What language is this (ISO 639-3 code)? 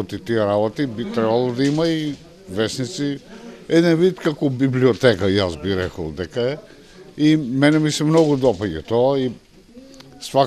mkd